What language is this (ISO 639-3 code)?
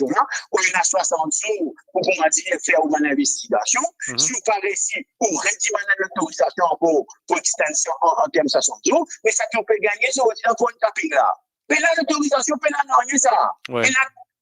mfe